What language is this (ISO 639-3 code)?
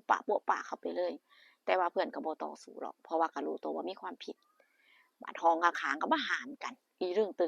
tts